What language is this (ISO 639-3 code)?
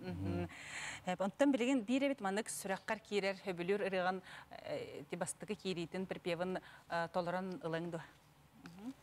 sah